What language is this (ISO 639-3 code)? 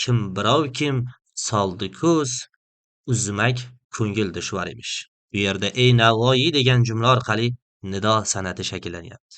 uzb